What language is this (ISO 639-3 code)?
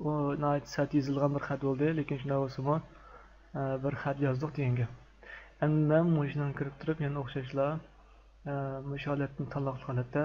uig